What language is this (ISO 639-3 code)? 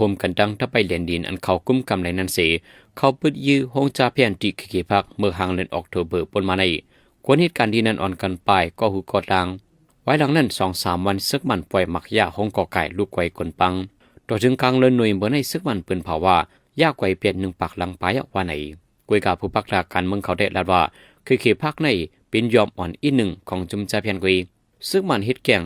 shn